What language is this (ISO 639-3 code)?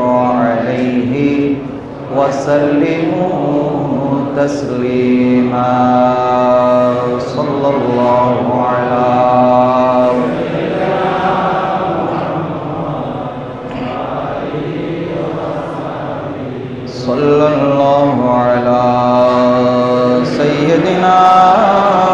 ben